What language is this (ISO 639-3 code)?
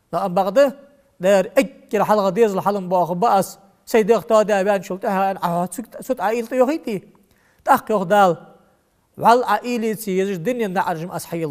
inh